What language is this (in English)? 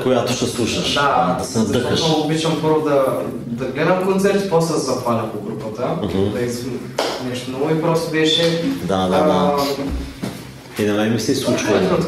Bulgarian